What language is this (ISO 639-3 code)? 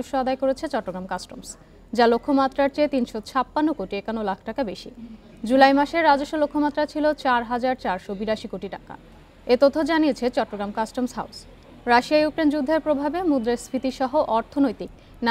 ben